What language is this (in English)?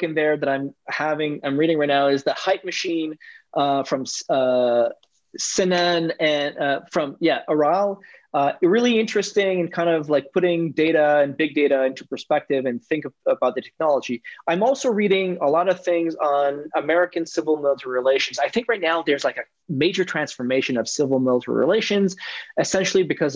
English